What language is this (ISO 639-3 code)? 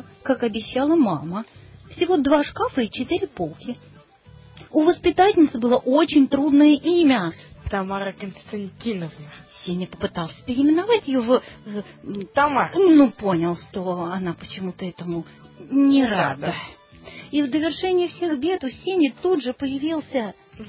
rus